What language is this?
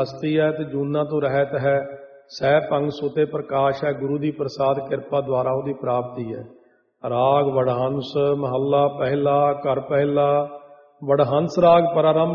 Punjabi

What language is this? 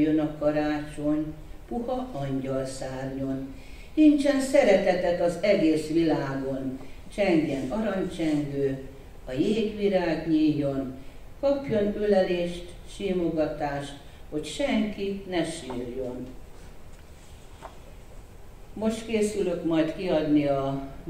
Hungarian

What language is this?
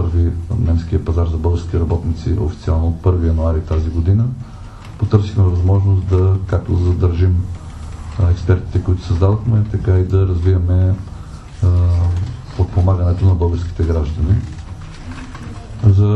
Bulgarian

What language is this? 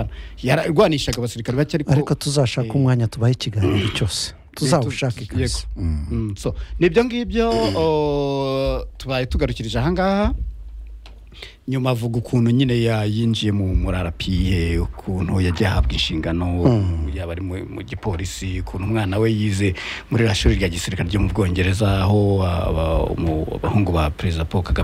Kinyarwanda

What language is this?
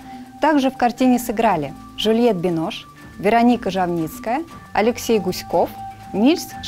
Russian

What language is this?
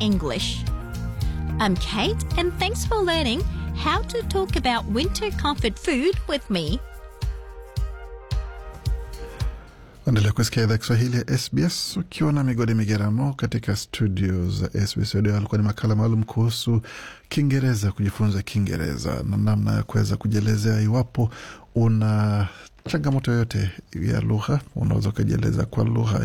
Swahili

